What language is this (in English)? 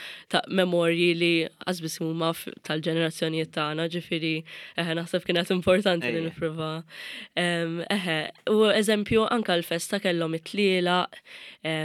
Maltese